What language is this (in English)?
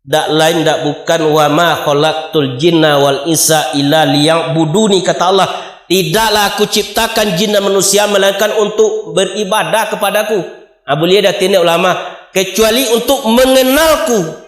Minangkabau